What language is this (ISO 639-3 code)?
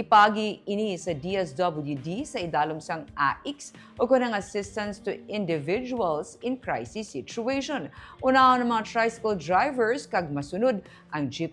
hil